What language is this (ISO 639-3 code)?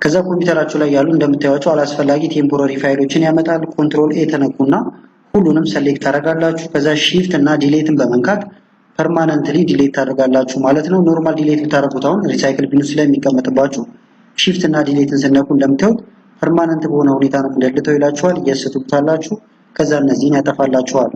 amh